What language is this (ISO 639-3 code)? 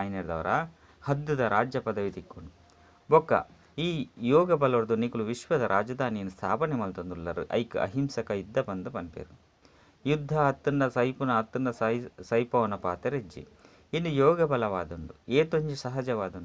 tcy